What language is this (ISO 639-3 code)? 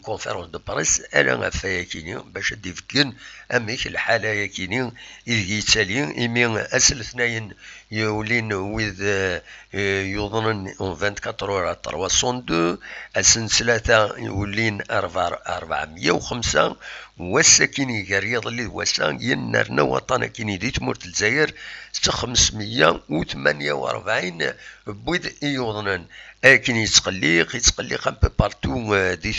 kab